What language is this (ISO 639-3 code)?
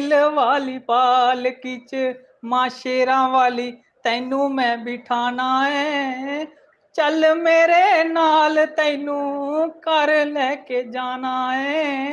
doi